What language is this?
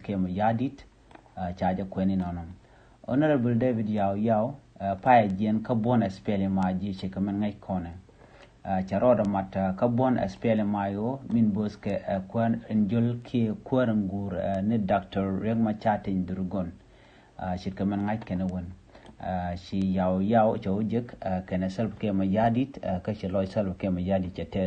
Nuer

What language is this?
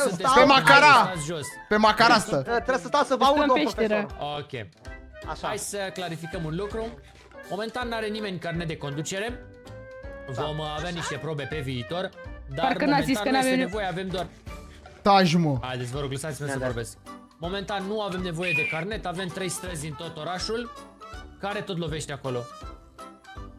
Romanian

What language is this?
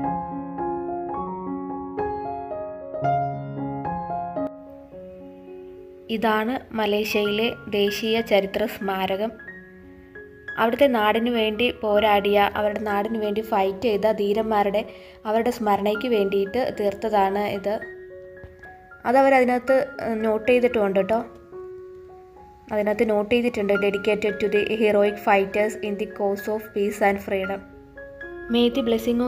Malayalam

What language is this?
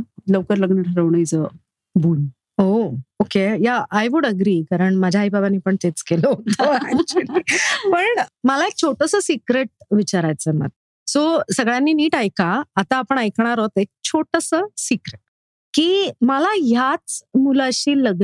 Marathi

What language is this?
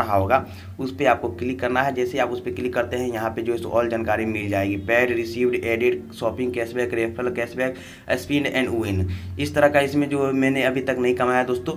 Hindi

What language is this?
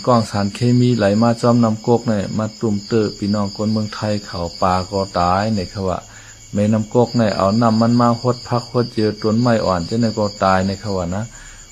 Shan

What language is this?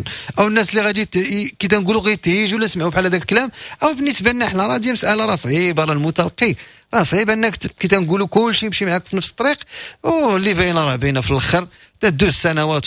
Moroccan Arabic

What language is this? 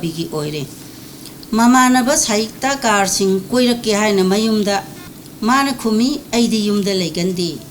Manipuri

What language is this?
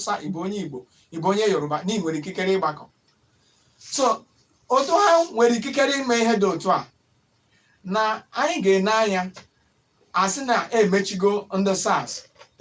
Igbo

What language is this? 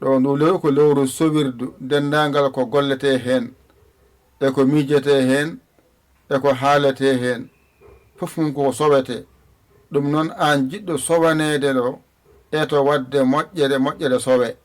Fula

